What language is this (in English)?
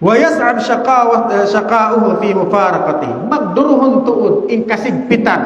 Tausug